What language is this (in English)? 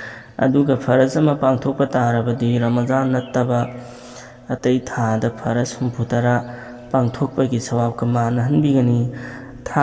Manipuri